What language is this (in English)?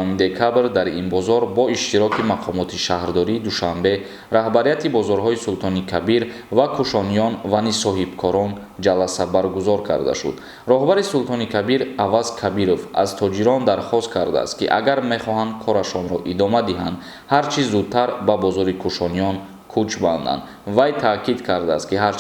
Tajik